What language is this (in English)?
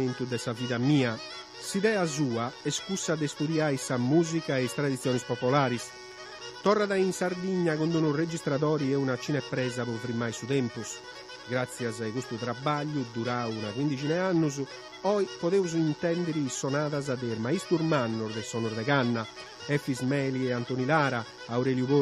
Sardinian